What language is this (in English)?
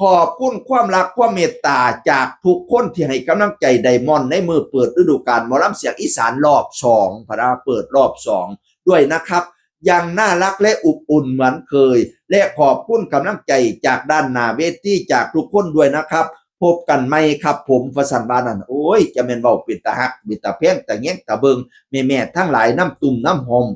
Northeastern Thai